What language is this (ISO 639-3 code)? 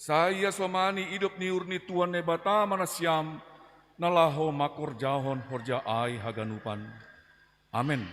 bts